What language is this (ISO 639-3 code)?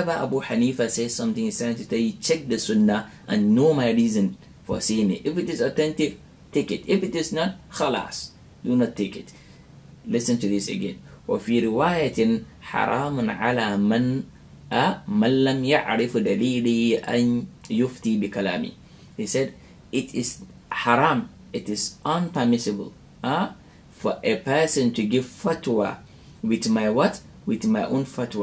eng